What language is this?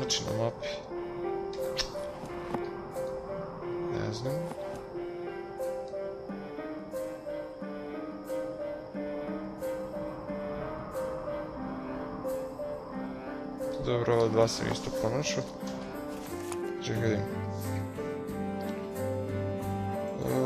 Croatian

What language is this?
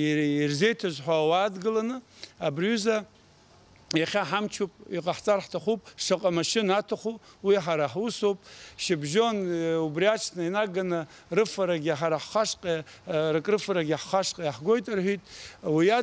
Abkhazian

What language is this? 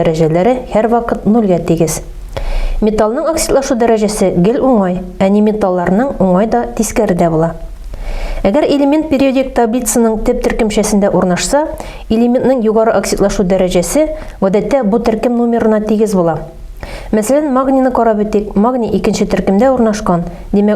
Tatar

